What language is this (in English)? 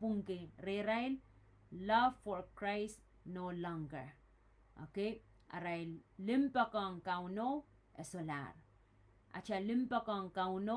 Pohnpeian